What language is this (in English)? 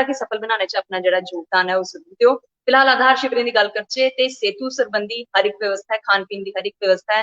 Dogri